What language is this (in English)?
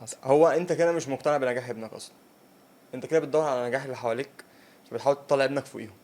Egyptian Arabic